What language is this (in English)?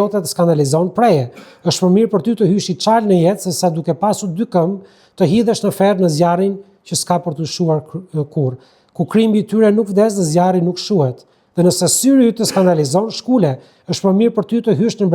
Albanian